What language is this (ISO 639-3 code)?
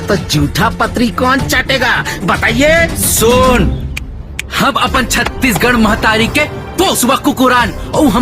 hne